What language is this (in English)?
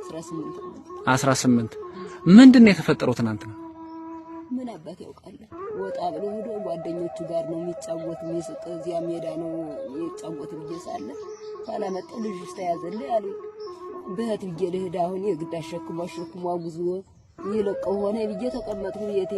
Amharic